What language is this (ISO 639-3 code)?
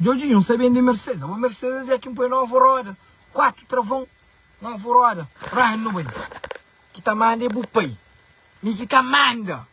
kea